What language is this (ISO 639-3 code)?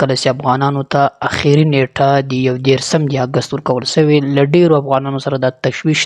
pus